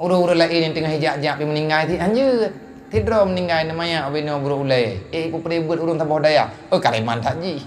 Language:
Achinese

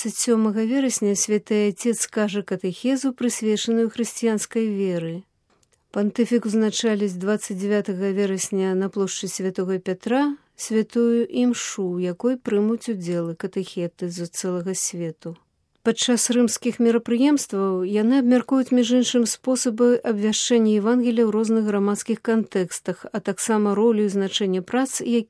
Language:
Belarusian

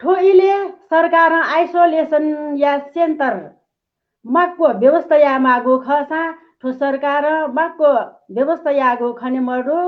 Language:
Newari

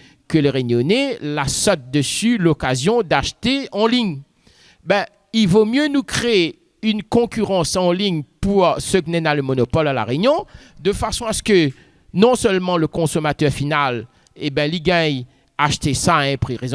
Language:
Réunion Creole French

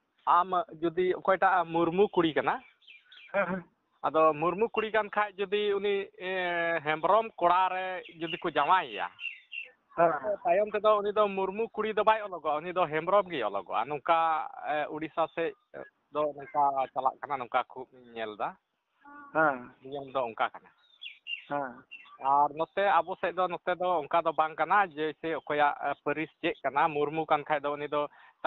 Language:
Santali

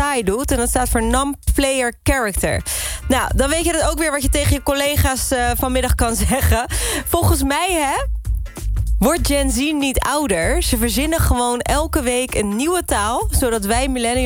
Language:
Dutch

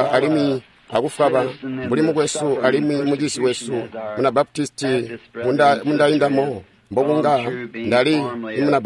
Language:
Tonga (Zambia)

